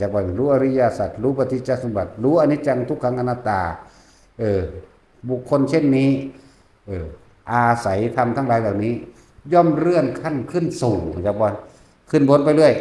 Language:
Northeastern Thai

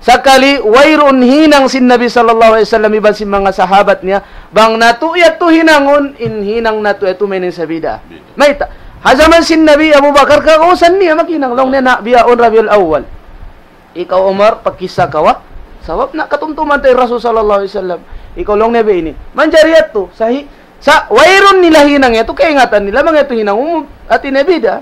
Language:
Tausug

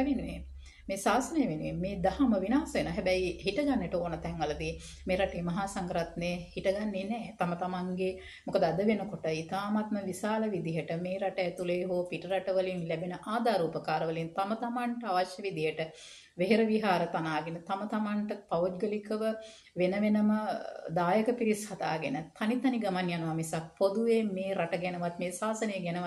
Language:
Sinhala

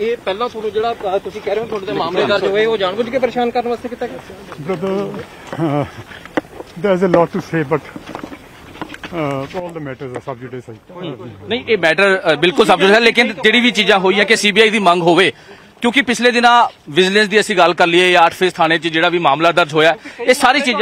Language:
Punjabi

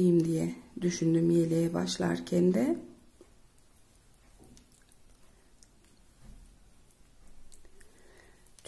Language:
Turkish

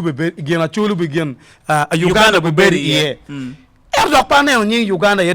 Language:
Acoli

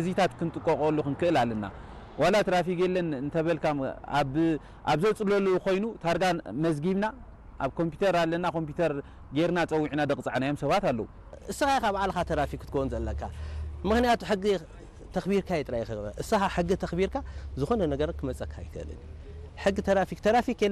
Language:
Tigrinya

